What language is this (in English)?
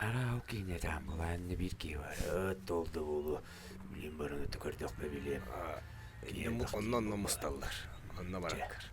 Yakut